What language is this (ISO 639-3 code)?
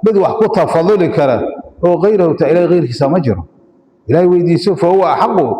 som